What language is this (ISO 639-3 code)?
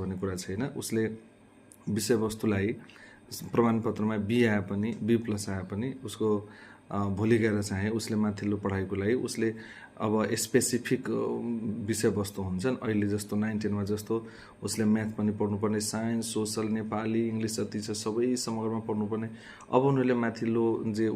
nep